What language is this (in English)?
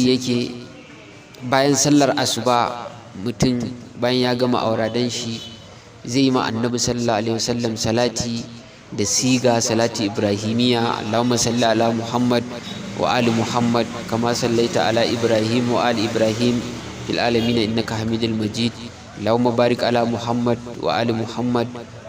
Hausa